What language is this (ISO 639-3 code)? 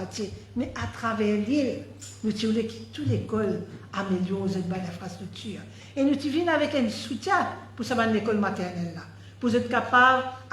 mfe